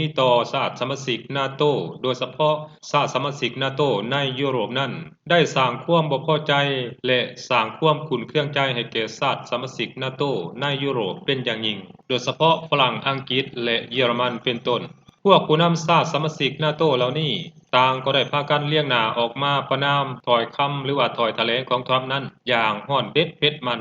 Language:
Lao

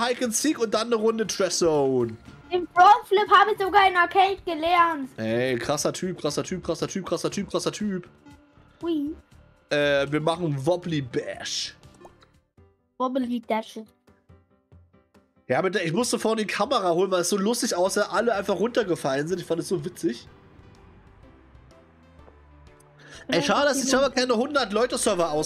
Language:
German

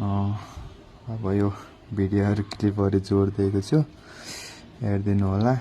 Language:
Nepali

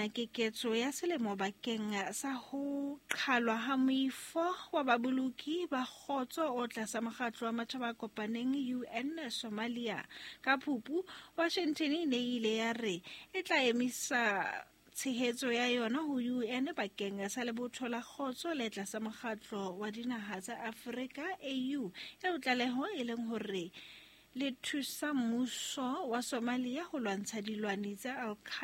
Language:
Southern Sotho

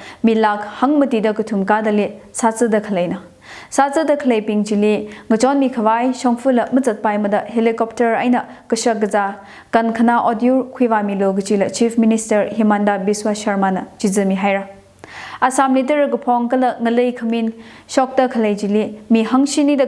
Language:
Tangkhul Naga (India)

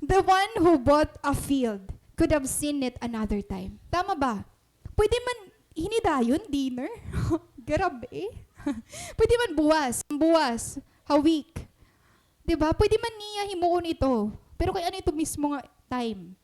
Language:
Waray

